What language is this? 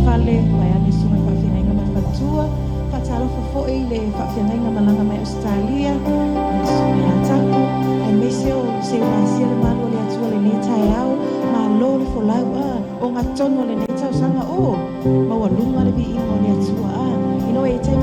Samoan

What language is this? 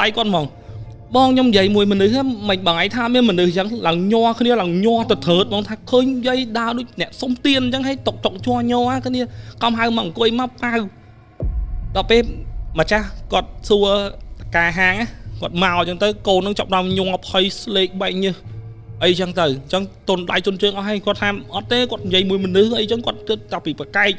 Khmer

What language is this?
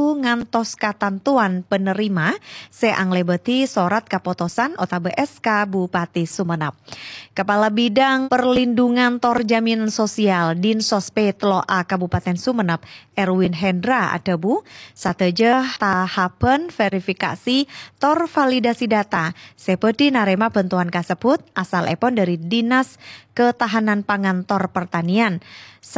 Madurese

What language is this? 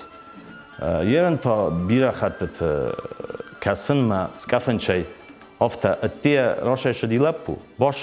Ossetic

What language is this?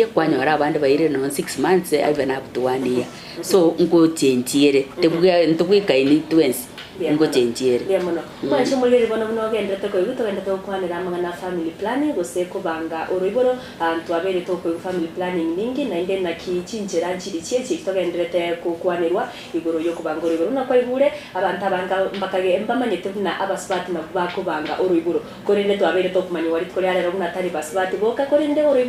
Gusii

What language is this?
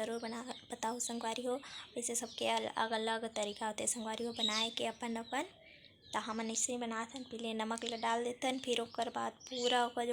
Chhattisgarhi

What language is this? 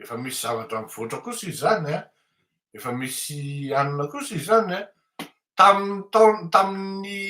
Malagasy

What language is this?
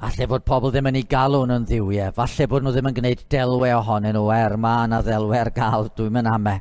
Welsh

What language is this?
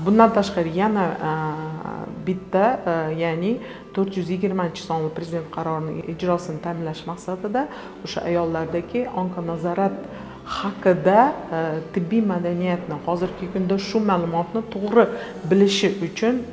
Uzbek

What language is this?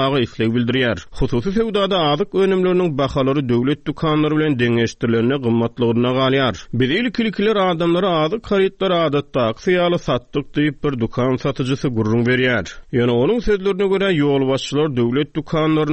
Turkmen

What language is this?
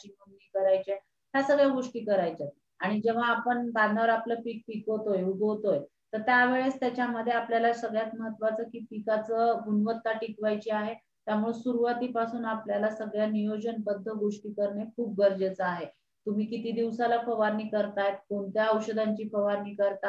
Marathi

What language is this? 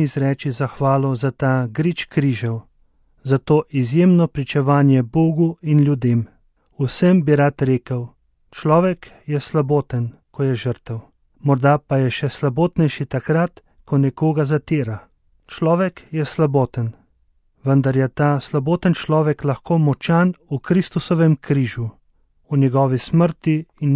Slovenian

